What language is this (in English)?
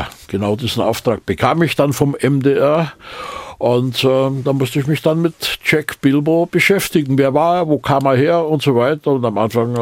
German